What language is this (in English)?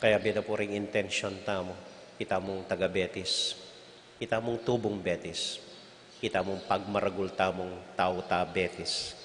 Pampanga